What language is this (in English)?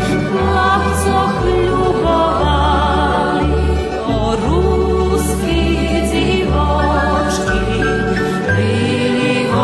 Rusyn